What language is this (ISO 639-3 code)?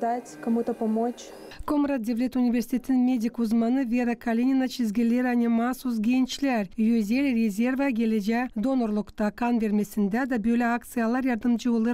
gag